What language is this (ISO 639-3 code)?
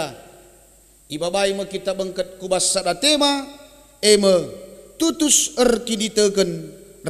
btx